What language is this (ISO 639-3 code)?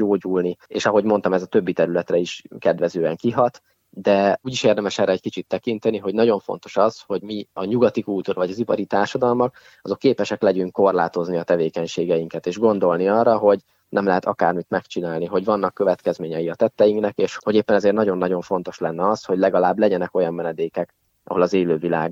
hun